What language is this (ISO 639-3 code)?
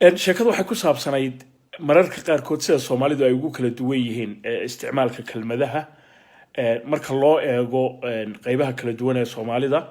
som